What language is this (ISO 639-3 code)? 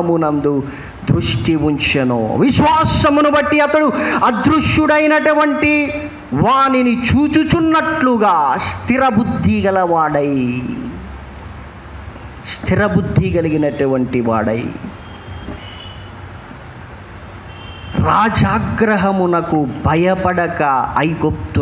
tel